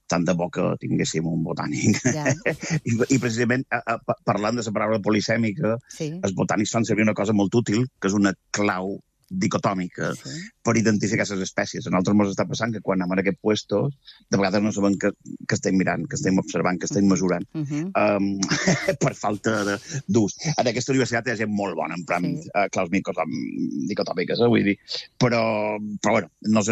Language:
Catalan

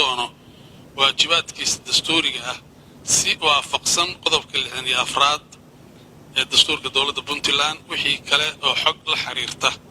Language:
Somali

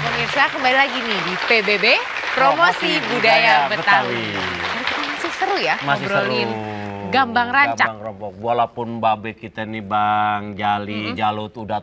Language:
Betawi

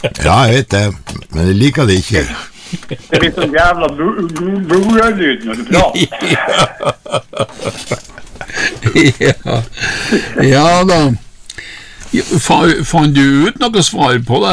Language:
Norwegian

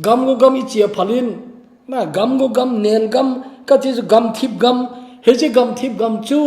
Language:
Thado Chin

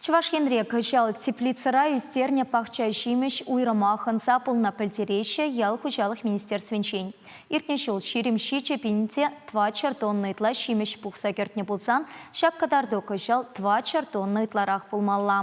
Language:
Chuvash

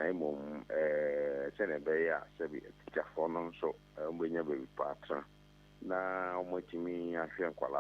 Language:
Akan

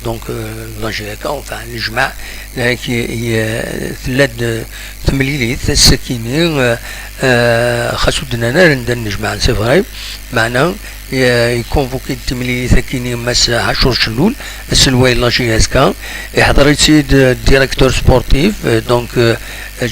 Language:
Kabyle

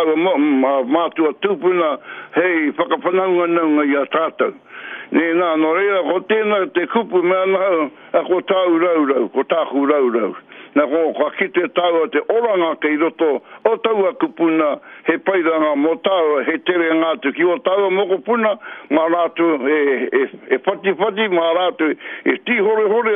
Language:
Māori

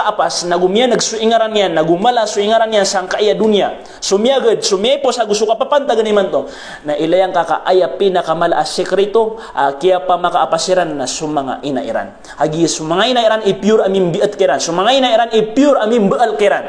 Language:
Maranao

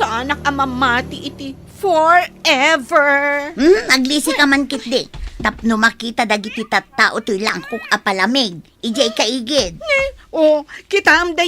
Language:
Iloko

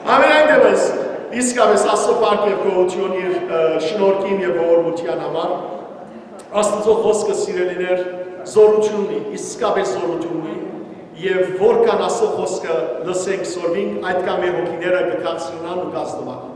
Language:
Western Armenian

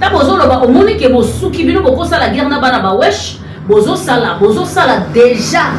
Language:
Lingala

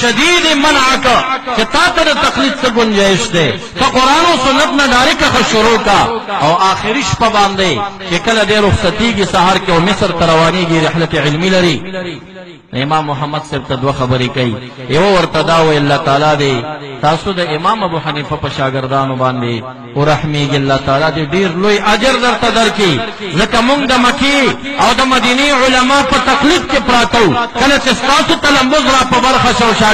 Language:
Pashto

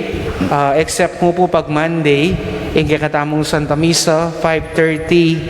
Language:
Pampanga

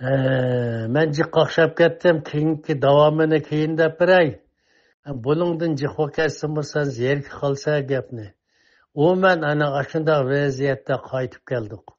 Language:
Uyghur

